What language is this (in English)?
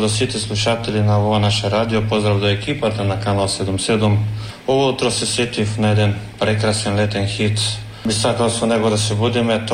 Macedonian